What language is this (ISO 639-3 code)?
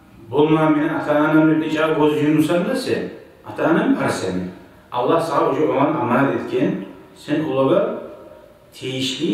kum